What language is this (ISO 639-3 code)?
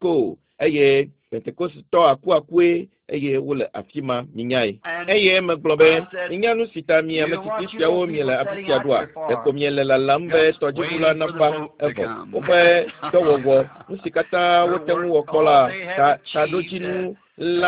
ewe